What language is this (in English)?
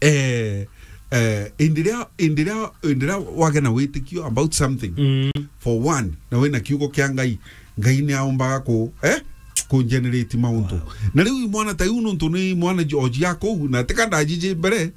Meru